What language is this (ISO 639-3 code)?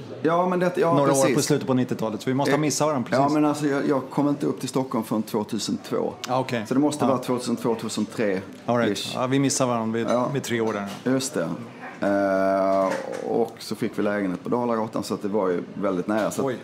swe